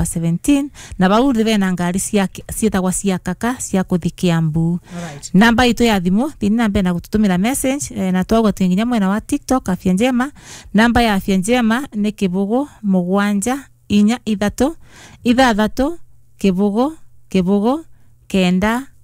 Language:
Kikuyu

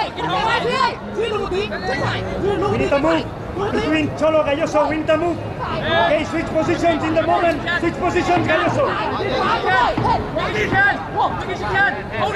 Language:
Vietnamese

